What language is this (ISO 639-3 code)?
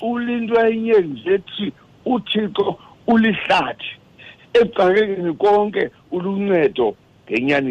xho